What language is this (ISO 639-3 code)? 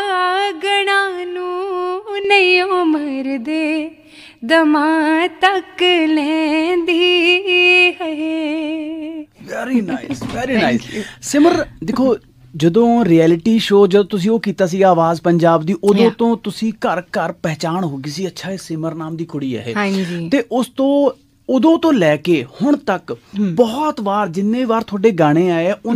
pan